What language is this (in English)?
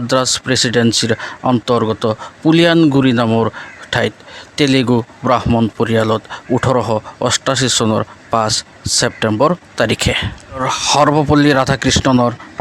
Assamese